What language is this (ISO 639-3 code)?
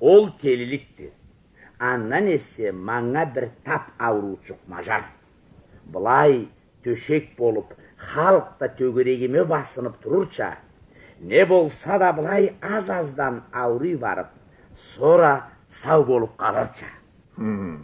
krc